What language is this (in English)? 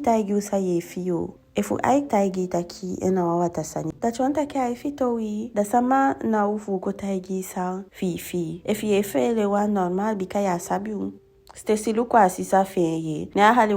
Eastern Maroon Creole